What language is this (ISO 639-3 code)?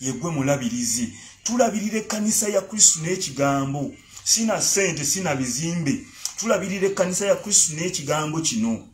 lug